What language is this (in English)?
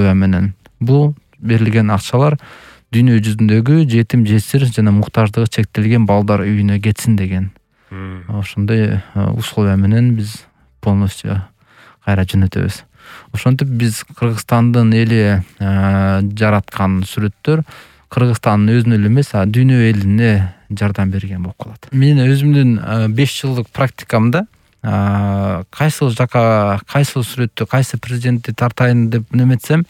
Kyrgyz